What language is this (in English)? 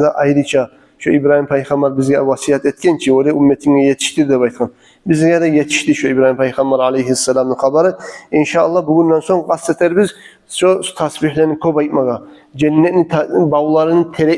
Kumyk